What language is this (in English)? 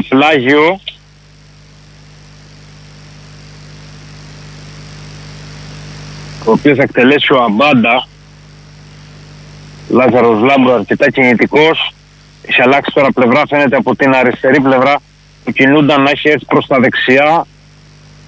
Greek